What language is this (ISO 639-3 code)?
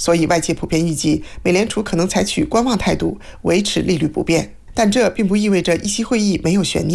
zho